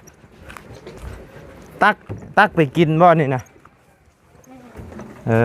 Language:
Lao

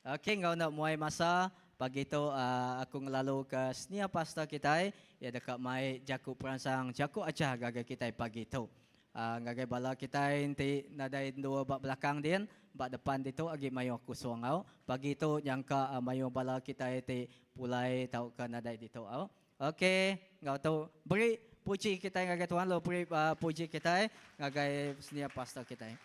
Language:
Iban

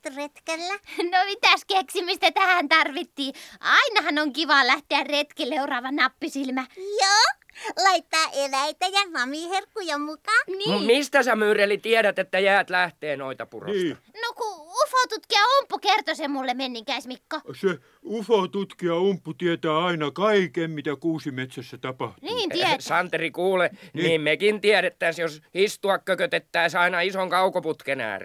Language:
Finnish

